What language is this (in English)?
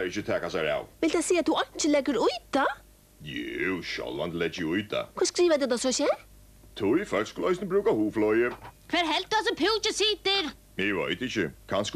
Faroese